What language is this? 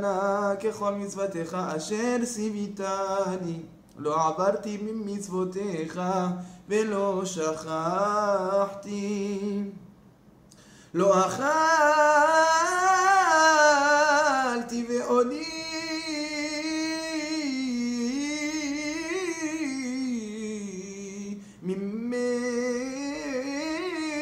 Hebrew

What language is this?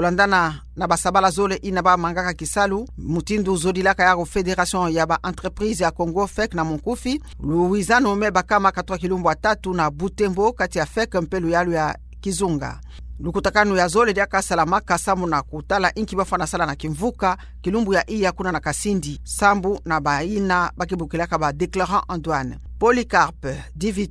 Kituba (Democratic Republic of Congo)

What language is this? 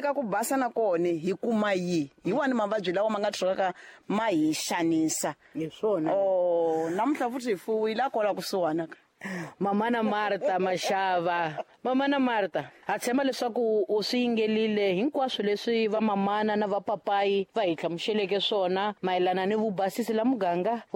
Tsonga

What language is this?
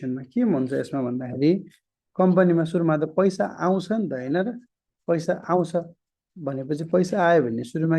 Nepali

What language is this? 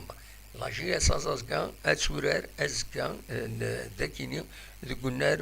Kabyle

